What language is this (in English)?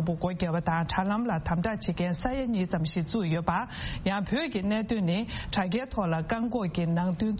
Tibetan